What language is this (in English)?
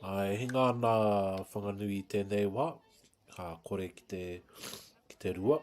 Māori